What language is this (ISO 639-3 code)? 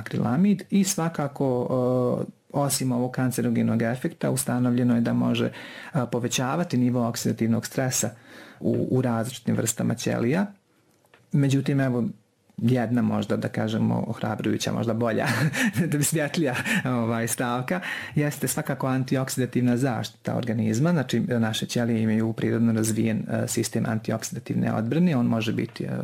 bos